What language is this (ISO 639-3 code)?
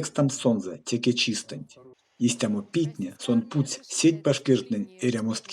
myv